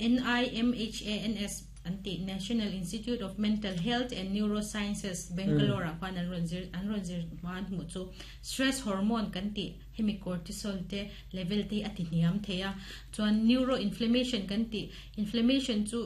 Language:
Mizo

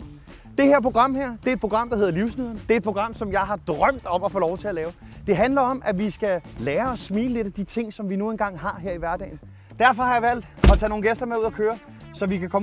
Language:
Danish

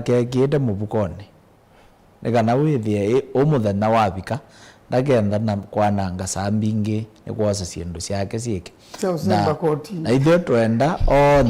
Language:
Kamba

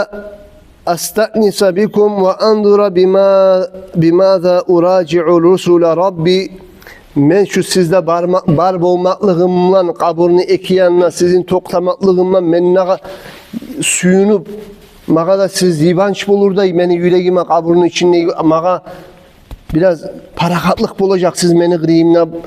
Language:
Kumyk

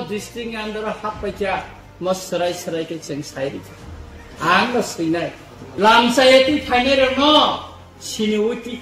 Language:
Kok Borok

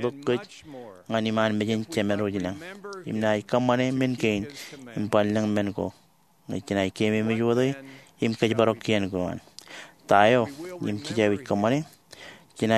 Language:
Marshallese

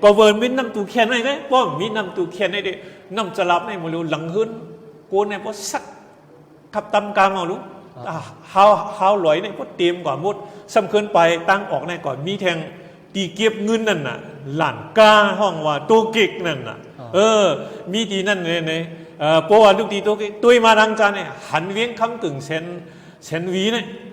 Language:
Shan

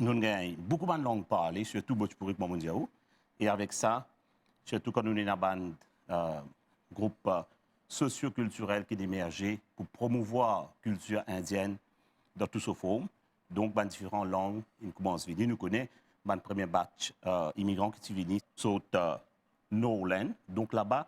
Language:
Morisyen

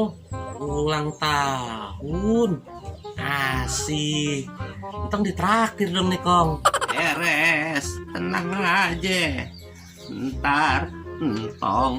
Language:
Betawi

